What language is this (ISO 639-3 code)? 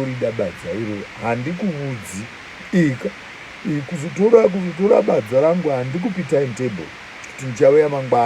sna